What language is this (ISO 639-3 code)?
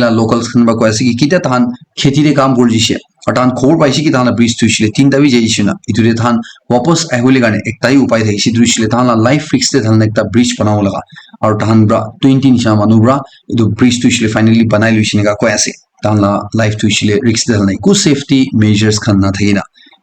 nag